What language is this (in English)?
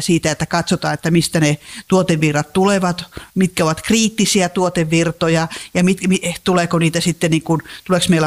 Finnish